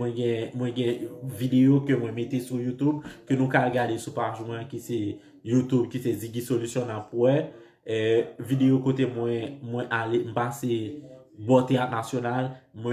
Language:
Haitian Creole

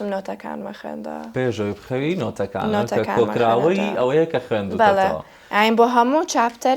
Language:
Central Kurdish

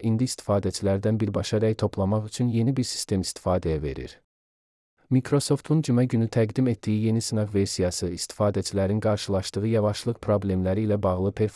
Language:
Azerbaijani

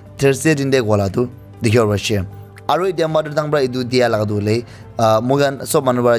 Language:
Naga Pidgin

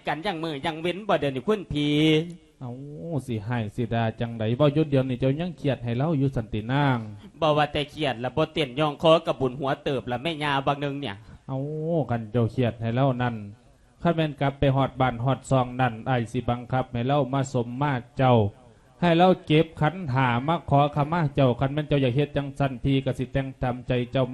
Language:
Lao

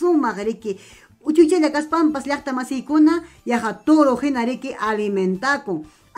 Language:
Ayacucho Quechua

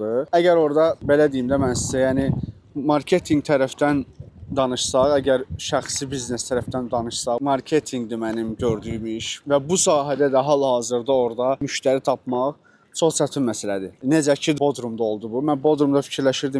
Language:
Azerbaijani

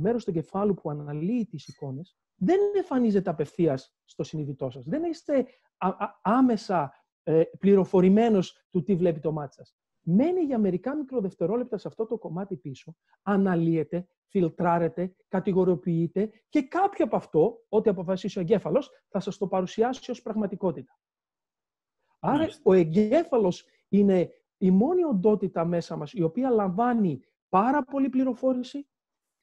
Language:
Greek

